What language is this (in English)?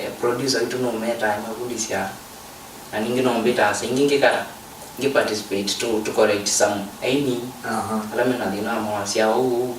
Kamba